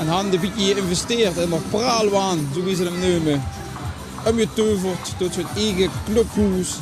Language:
Limburgish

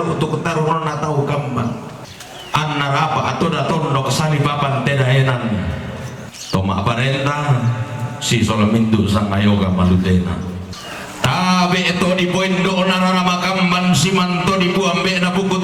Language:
Toraja-Sa'dan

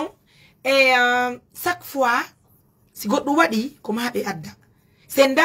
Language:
Fula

